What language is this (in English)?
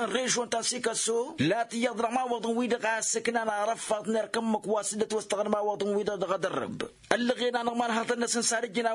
Tamasheq